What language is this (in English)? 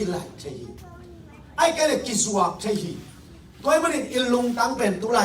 Tedim Chin